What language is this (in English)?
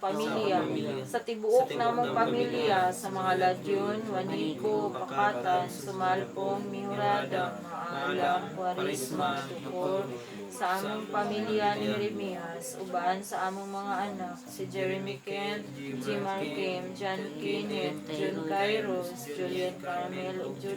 Cebuano